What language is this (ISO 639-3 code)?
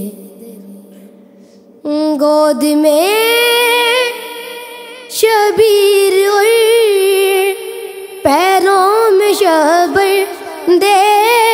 urd